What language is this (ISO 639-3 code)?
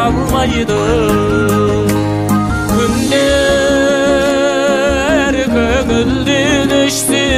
kaz